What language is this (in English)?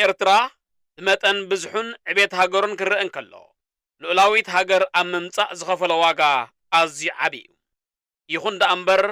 Tigrinya